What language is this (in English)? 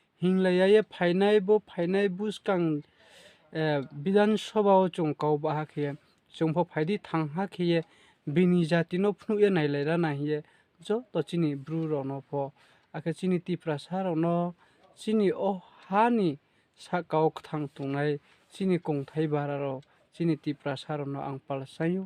Riang (India)